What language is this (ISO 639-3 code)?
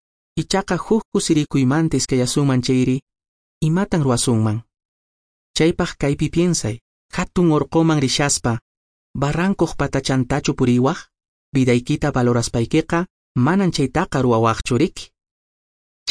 que